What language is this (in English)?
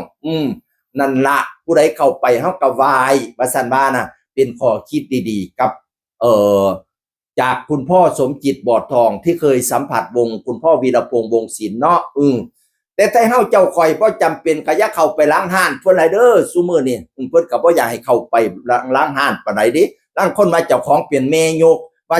Northeastern Thai